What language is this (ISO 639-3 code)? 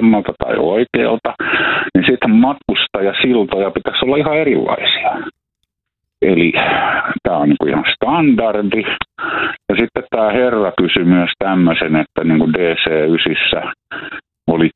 fin